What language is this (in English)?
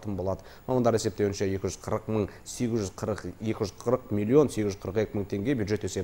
Kazakh